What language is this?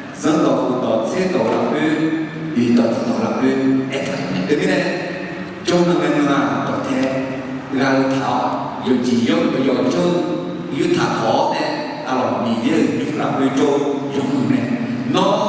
Akha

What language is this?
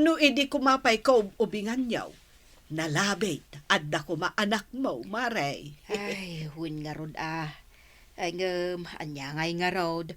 Iloko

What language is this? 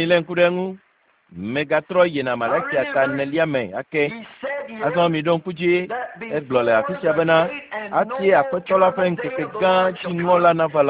Ewe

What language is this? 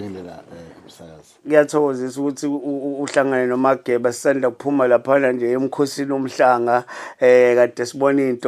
Zulu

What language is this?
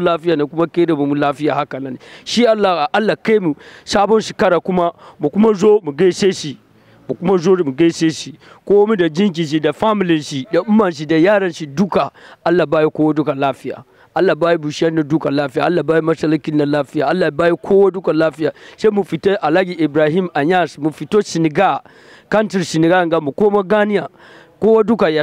Hausa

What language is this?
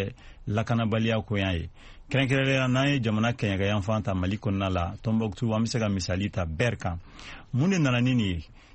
Bambara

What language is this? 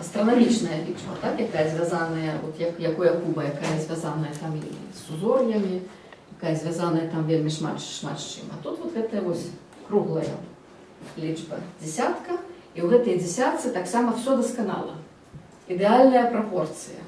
Belarusian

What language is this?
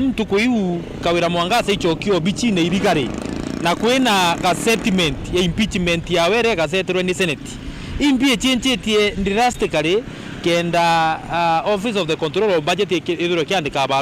Meru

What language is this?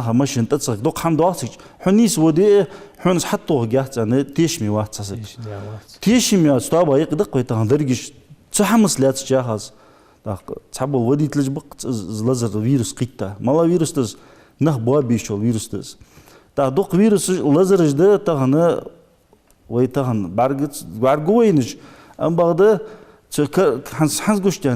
Ingush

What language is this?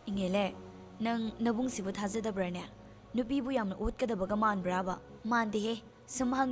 Manipuri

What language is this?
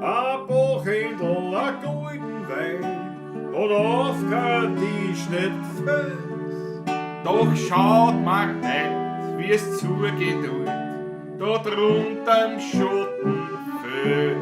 Bavarian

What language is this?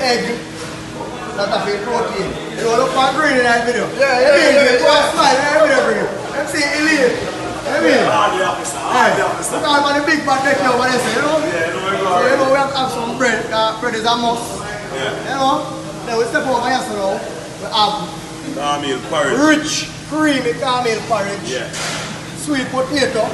Jamaican Creole English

